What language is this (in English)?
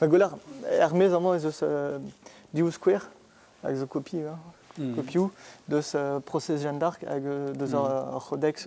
Breton